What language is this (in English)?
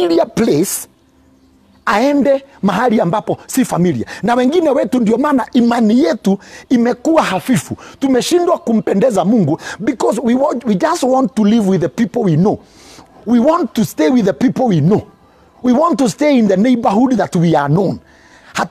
Swahili